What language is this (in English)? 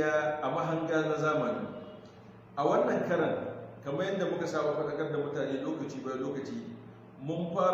Hausa